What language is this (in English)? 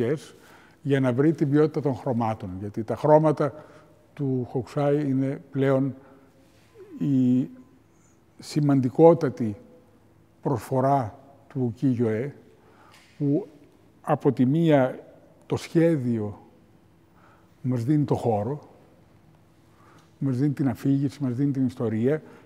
Greek